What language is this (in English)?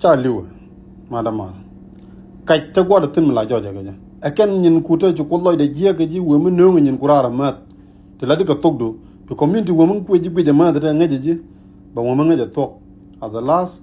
Nuer